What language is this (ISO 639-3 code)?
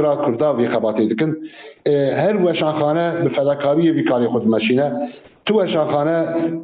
kur